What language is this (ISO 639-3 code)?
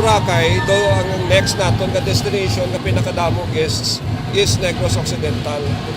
hil